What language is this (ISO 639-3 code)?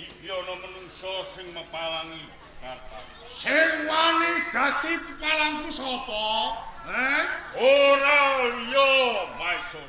jav